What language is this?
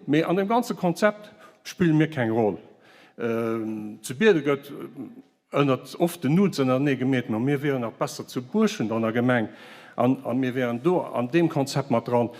Luxembourgish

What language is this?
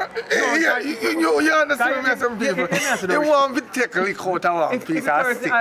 Jamaican Creole English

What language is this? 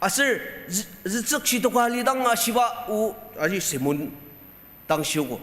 Ao Naga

